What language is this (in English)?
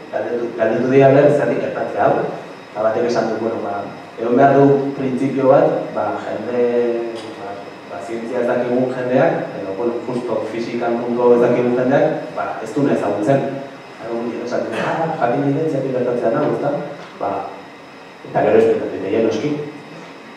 Basque